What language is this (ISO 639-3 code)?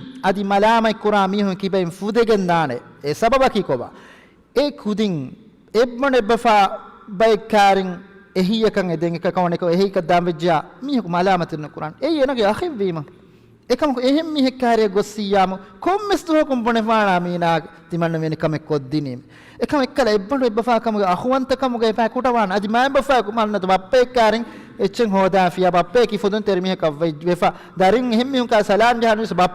div